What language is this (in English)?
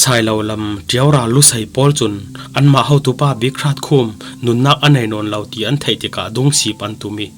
Falam Chin